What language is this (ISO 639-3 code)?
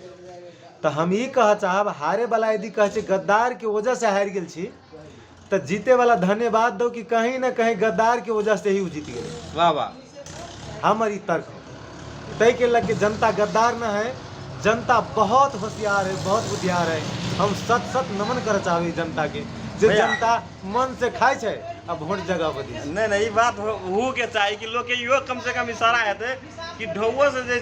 mag